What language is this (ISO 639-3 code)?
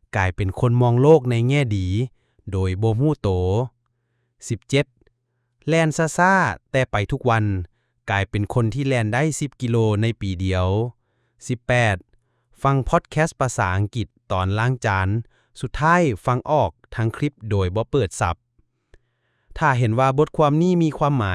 lao